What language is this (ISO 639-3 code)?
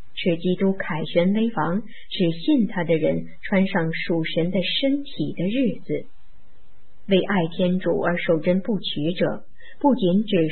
zho